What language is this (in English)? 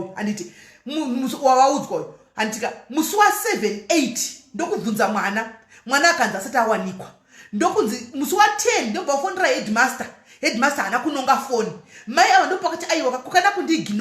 Shona